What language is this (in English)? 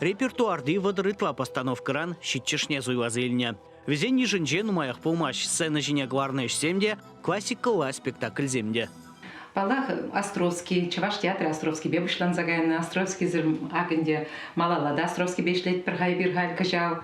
Chuvash